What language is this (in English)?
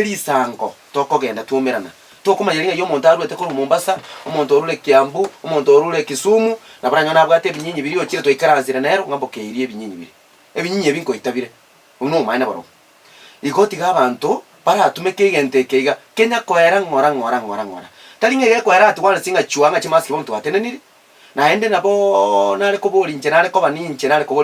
Gusii